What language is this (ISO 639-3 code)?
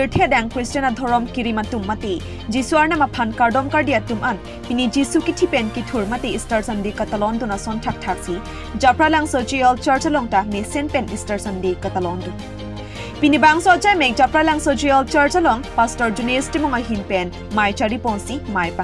mjw